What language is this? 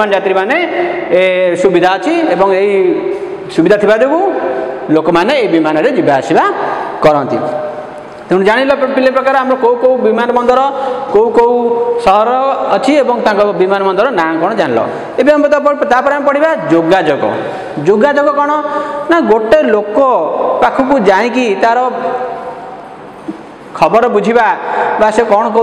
Odia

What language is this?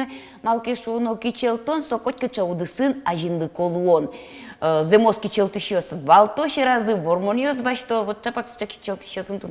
Udmurt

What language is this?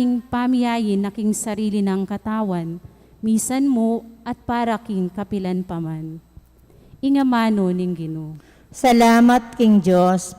Pampanga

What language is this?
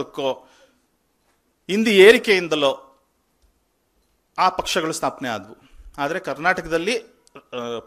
Kannada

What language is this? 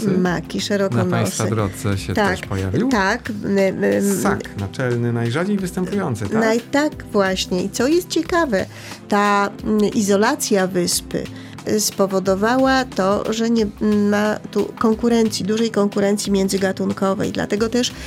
Polish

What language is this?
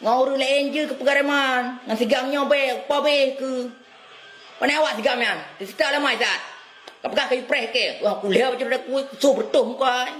Achinese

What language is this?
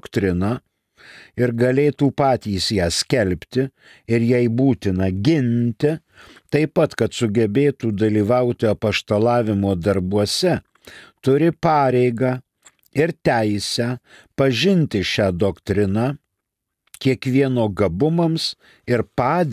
Lithuanian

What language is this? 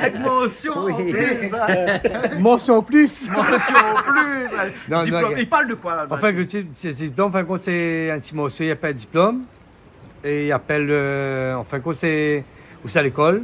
Réunion Creole French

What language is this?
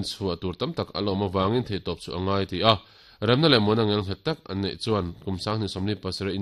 Mizo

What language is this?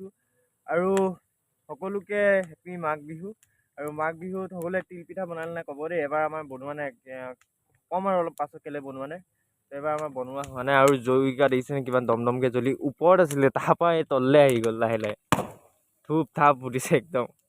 Assamese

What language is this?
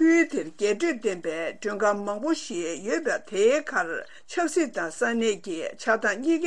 Tibetan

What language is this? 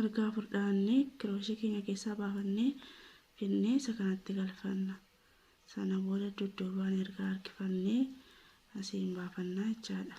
Oromo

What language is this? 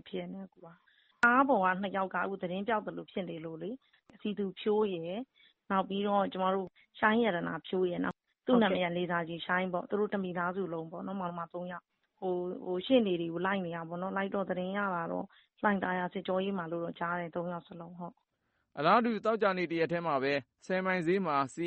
Burmese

